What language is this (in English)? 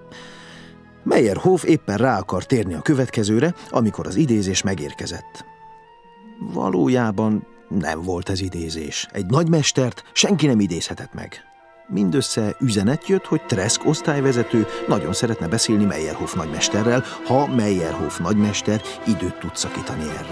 Hungarian